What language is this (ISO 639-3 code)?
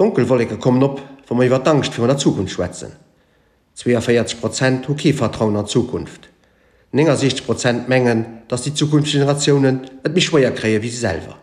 ltz